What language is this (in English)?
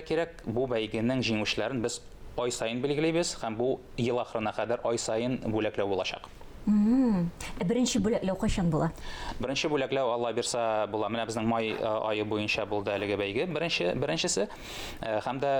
Tatar